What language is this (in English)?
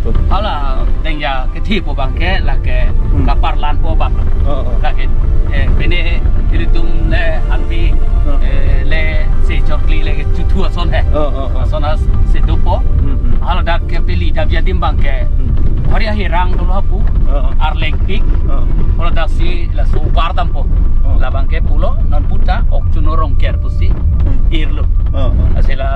Karbi